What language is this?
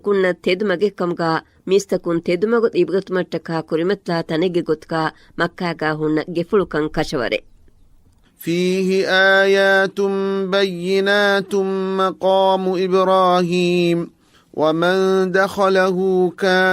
Divehi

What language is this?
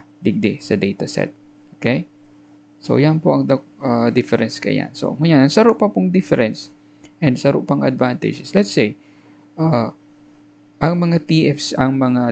Bikol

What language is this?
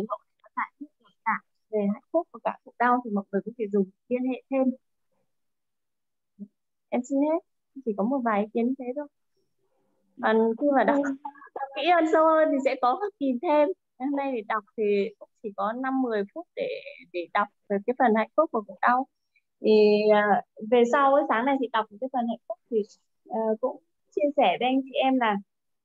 Vietnamese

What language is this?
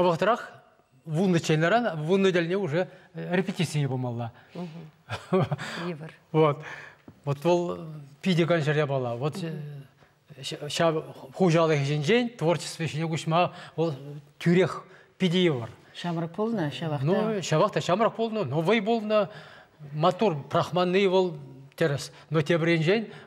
Chuvash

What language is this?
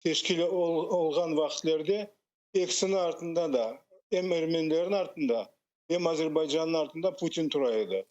Crimean Tatar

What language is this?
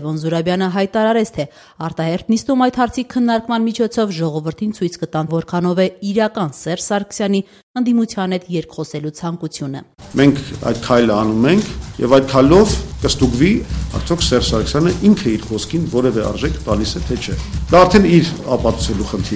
Armenian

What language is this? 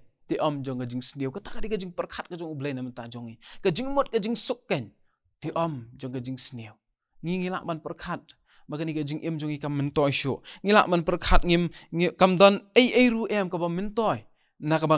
Khasi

